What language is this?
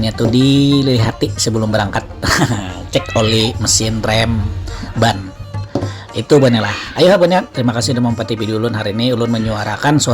Banjar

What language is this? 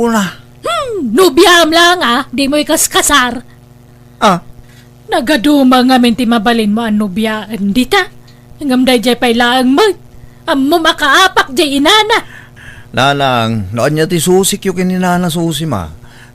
Iloko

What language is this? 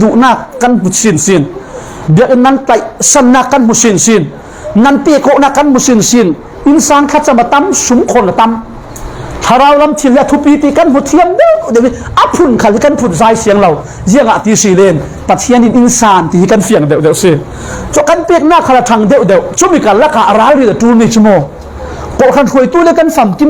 Falam Chin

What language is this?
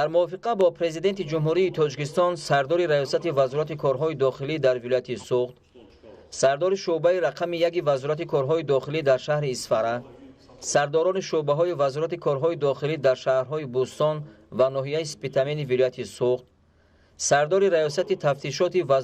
Tajik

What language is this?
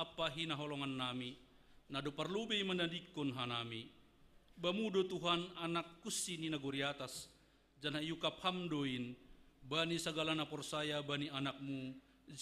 Batak Simalungun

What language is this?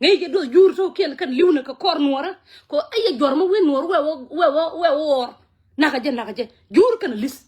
Nuer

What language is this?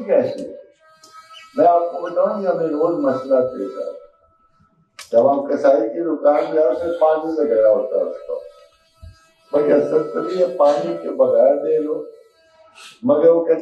Urdu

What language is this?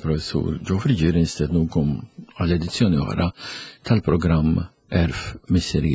Maltese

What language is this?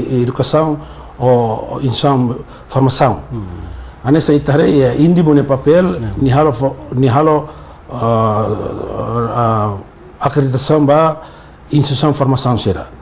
Tetum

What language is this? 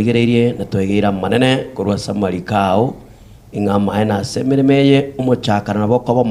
Gusii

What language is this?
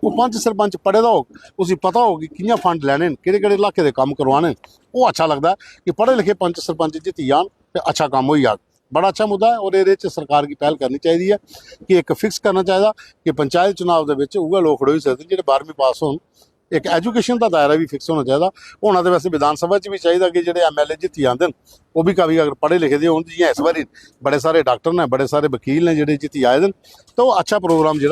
Dogri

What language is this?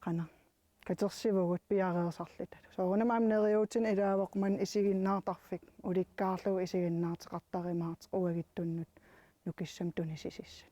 Kalaallisut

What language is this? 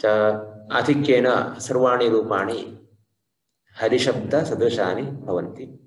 Sanskrit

